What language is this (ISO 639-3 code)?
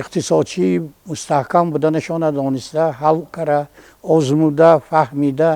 tgk